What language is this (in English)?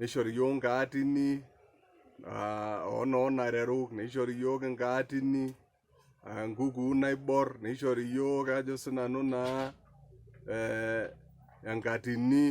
Masai